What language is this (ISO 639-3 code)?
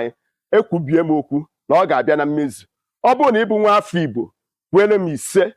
ibo